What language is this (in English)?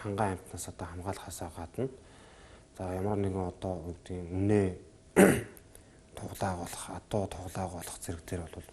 Mongolian